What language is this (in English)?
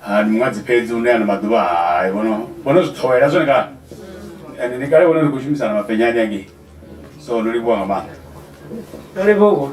Venda